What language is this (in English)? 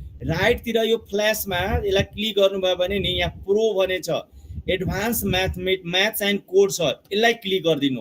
Nepali